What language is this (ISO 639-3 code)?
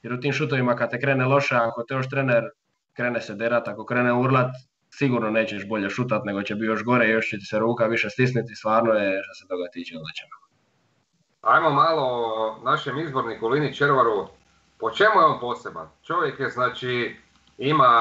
hrv